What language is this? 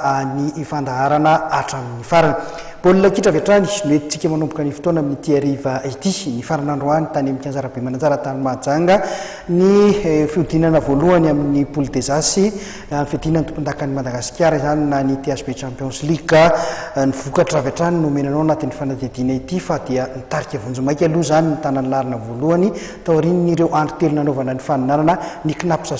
Malagasy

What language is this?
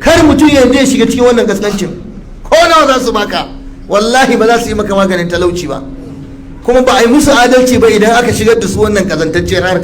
Hausa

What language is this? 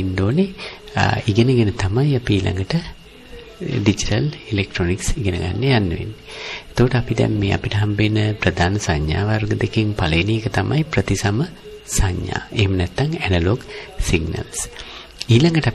Sinhala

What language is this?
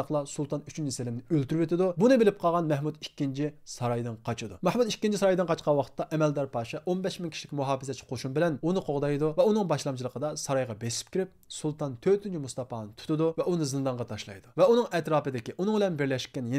Uyghur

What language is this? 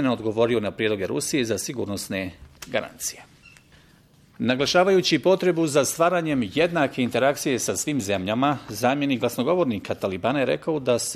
Bosnian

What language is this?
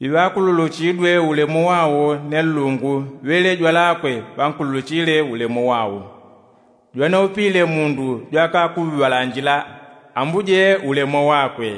Yao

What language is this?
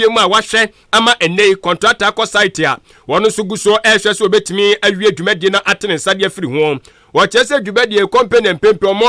Akan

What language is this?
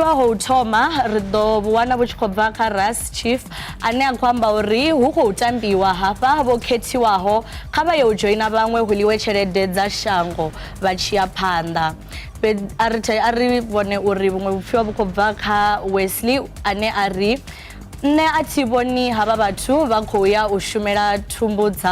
Venda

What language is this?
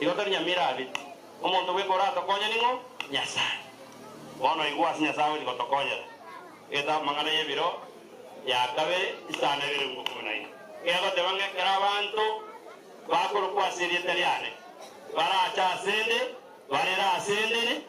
Gusii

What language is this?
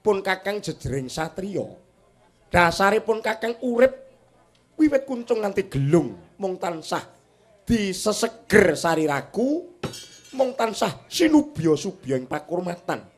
Javanese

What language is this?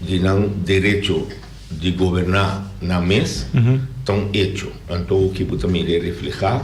Papiamento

